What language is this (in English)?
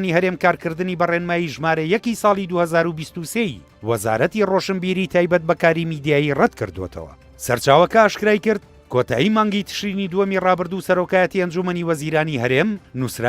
Central Kurdish